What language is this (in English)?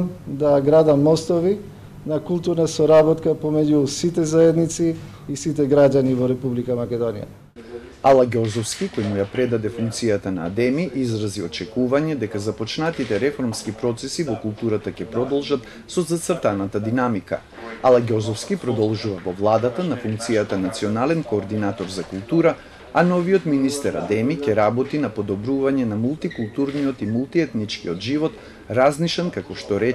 Macedonian